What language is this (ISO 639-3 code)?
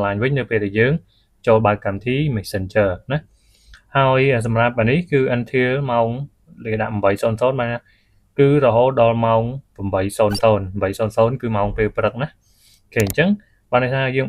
khm